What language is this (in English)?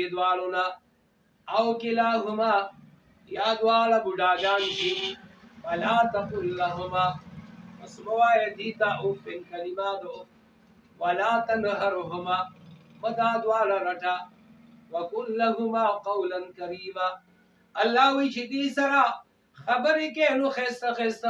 Pashto